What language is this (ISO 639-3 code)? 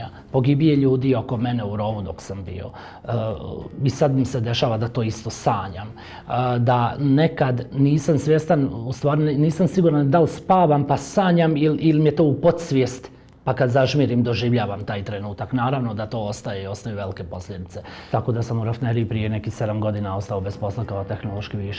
bos